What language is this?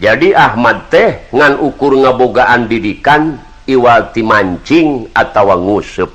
Sundanese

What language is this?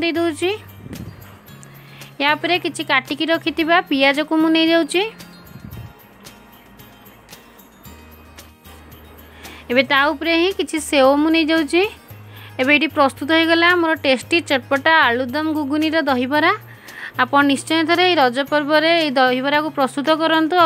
Odia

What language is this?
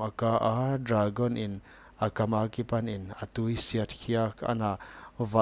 Paite Chin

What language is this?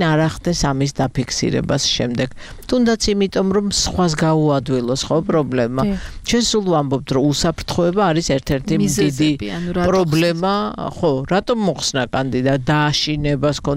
Georgian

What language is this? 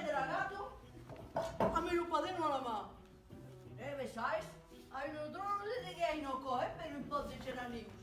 Occitan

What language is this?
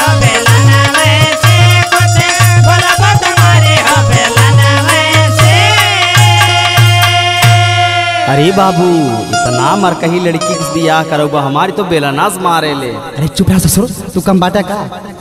Bhojpuri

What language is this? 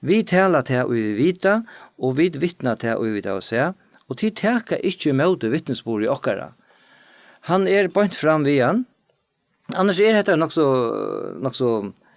Faroese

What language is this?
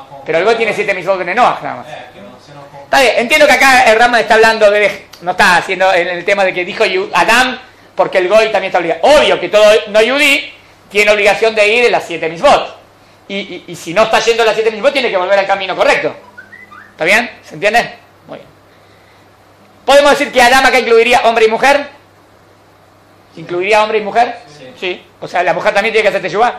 Spanish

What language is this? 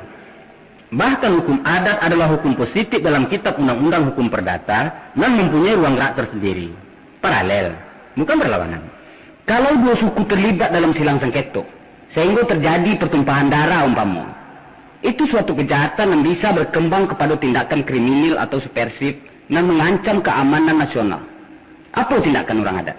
Minangkabau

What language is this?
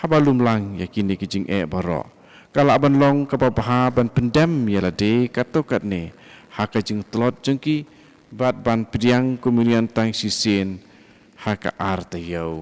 Khasi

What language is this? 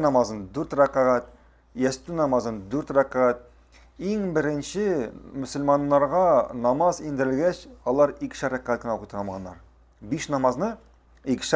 Tatar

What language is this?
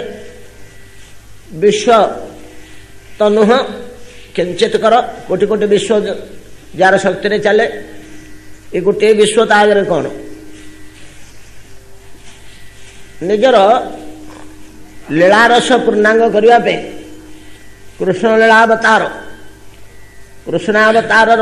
Odia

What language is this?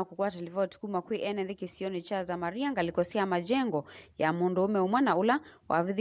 Kamba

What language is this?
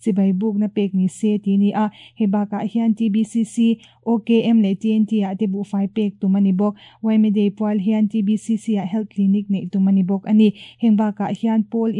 Mizo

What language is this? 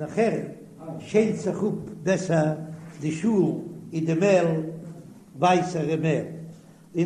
Yiddish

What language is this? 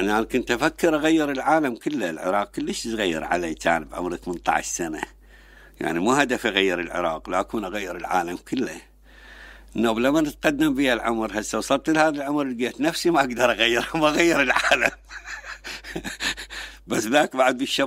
Mesopotamian Arabic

